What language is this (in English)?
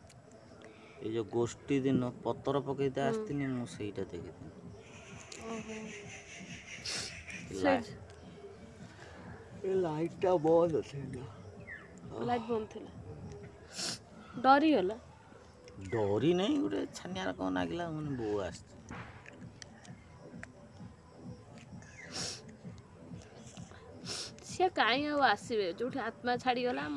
Odia